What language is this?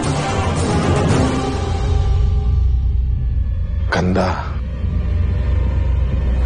Kannada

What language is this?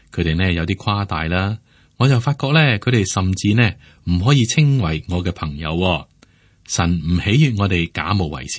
Cantonese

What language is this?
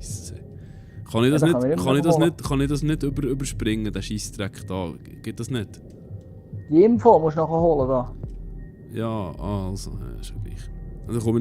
Swiss German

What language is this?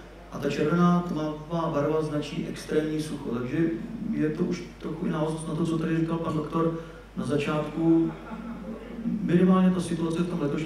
Czech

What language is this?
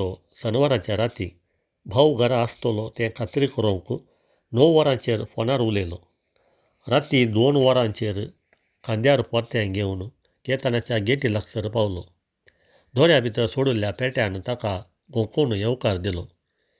Konkani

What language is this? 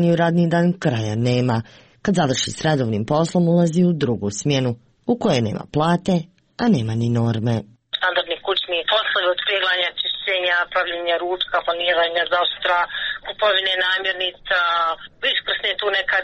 Serbian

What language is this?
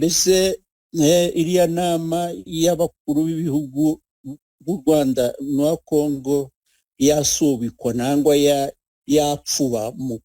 Kinyarwanda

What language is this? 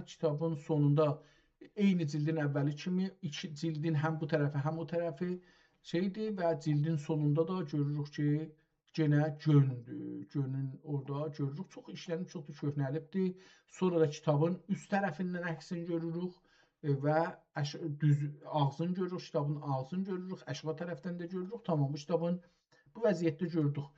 South Azerbaijani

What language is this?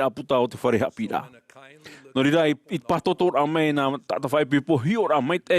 Tahitian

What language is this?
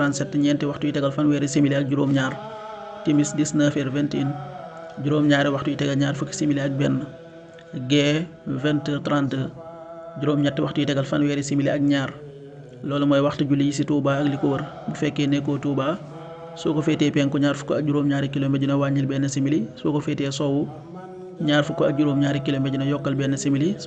Wolof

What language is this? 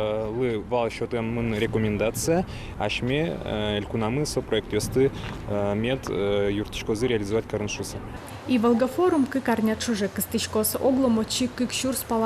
Udmurt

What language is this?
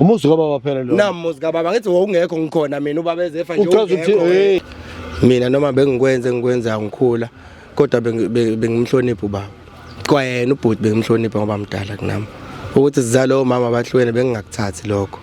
Zulu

